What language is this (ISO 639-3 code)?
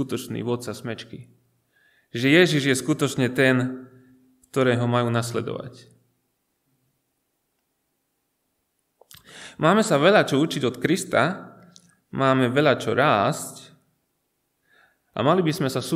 slk